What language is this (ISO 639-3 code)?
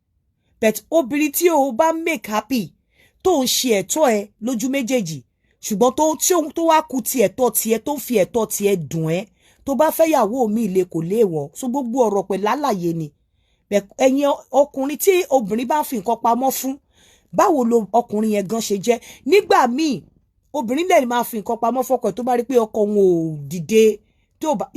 yor